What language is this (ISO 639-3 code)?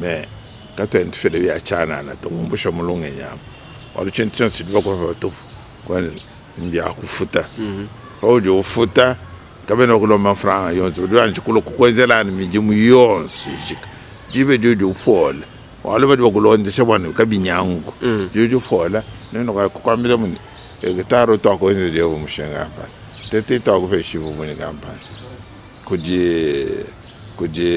lua